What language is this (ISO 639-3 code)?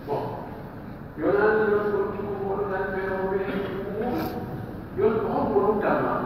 fuf